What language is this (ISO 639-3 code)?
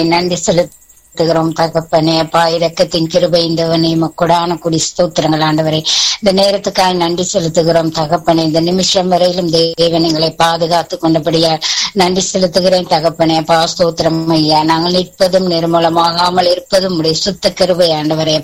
tam